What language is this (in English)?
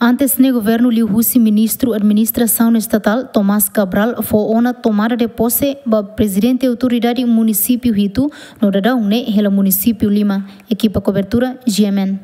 Tetum